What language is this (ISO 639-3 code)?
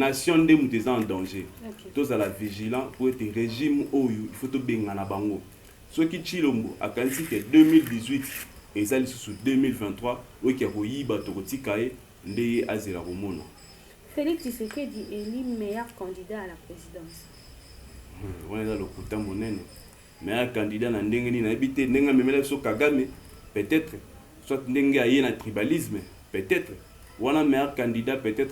lin